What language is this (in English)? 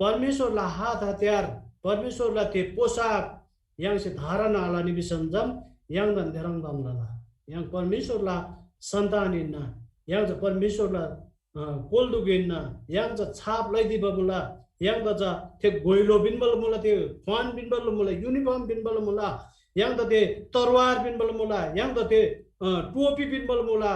Eastern Tamang